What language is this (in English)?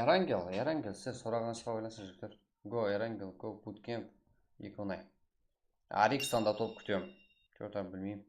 Kara-Kalpak